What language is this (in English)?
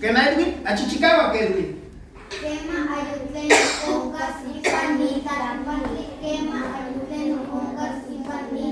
Nahuatl languages